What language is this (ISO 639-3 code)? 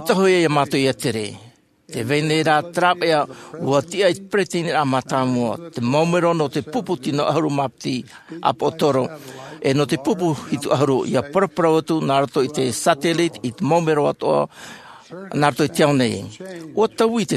tah